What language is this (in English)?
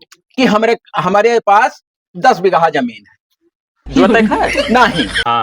Awadhi